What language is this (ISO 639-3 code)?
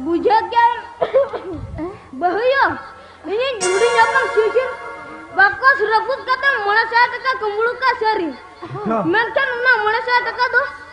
sat